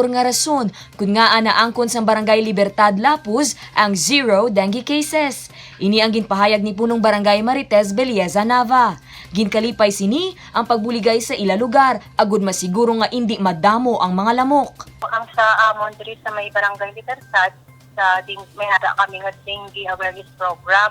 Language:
Hiligaynon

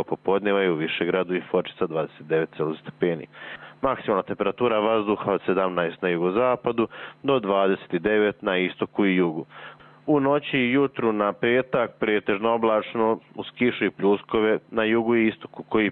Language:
Serbian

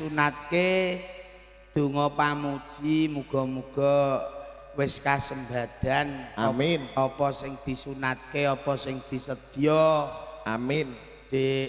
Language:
Javanese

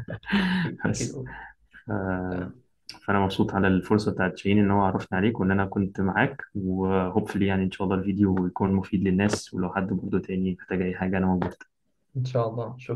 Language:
Egyptian Arabic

